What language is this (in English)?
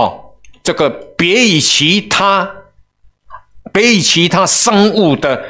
Chinese